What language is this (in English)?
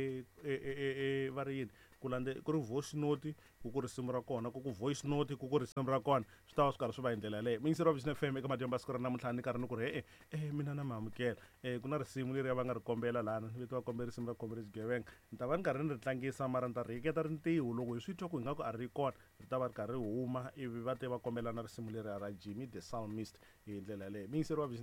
Tsonga